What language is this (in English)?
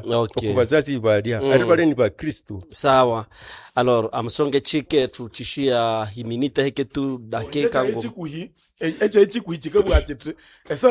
Nande